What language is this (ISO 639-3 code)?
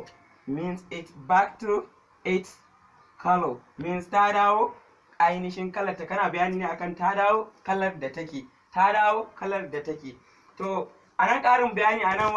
hau